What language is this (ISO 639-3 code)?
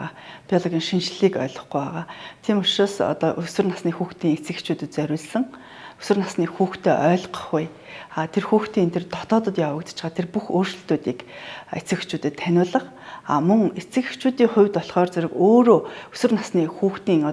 mon